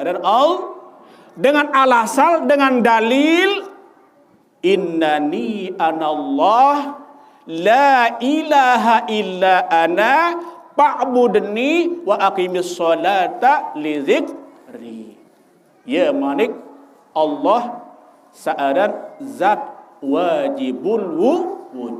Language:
Sasak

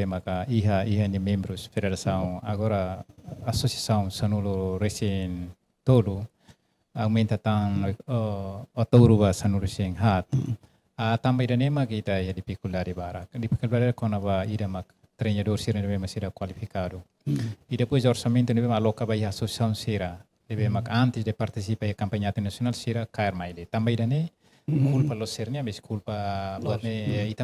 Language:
Tetum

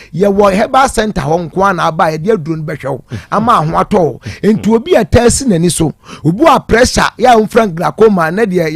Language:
Akan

